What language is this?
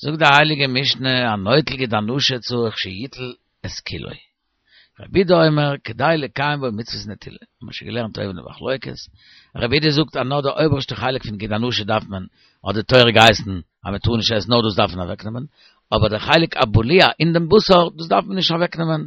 Yiddish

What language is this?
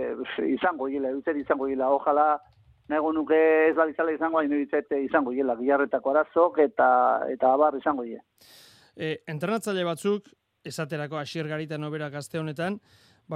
Basque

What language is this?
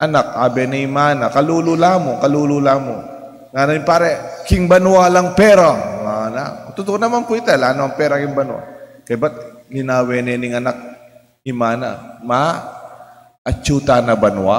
Pampanga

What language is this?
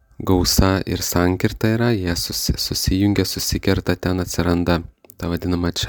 Lithuanian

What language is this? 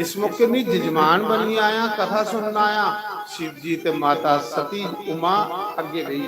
Dogri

